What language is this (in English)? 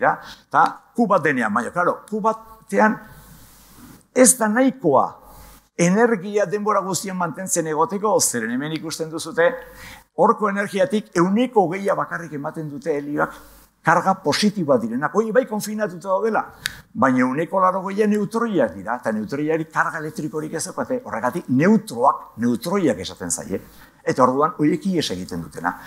Basque